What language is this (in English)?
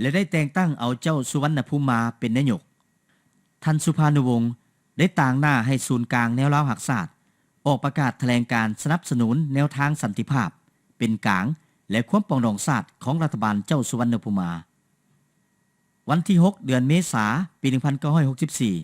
Lao